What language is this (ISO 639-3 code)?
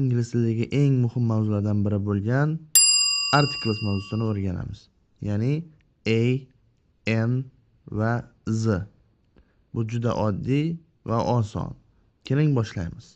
uzb